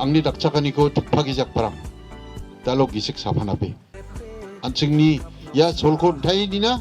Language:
Garo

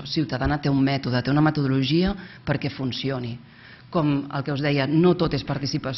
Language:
Catalan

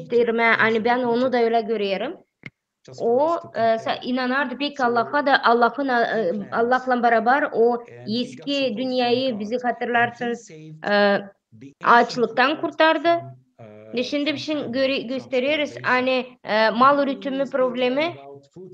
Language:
Gagauz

